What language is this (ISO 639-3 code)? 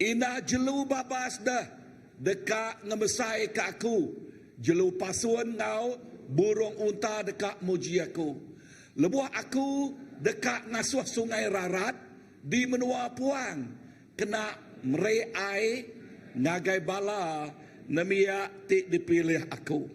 iba